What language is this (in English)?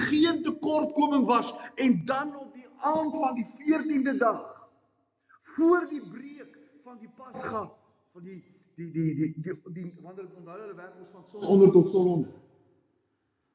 Afrikaans